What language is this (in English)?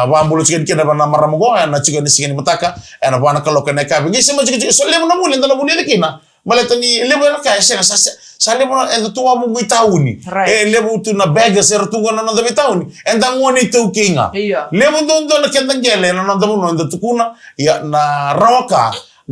Fijian